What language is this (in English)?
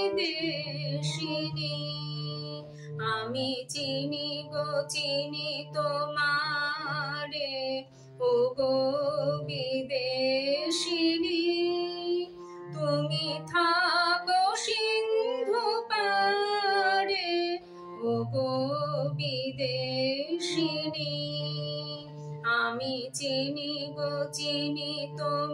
Bangla